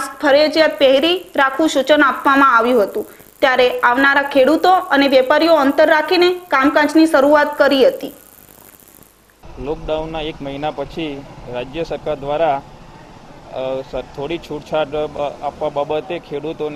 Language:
Gujarati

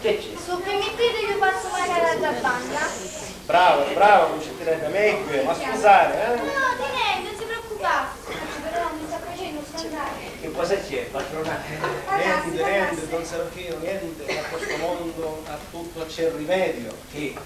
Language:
Sicilian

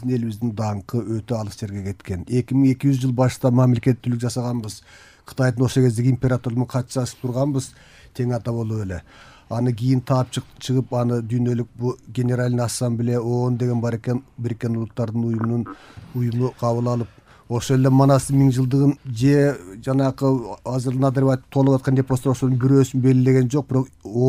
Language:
Kyrgyz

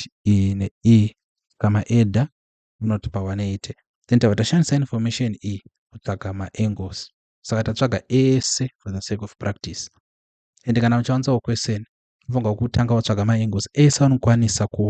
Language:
Shona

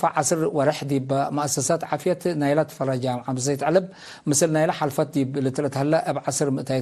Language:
Tigre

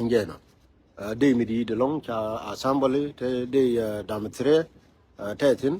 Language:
Nuer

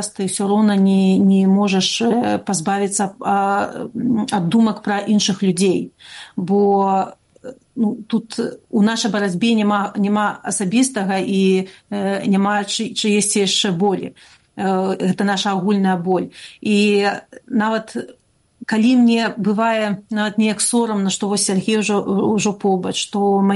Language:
Belarusian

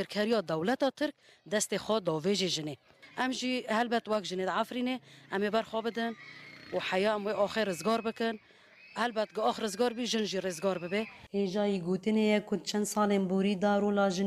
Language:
Kurdish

